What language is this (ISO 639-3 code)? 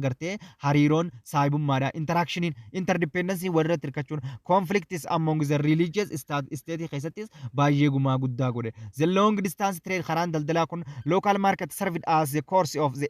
orm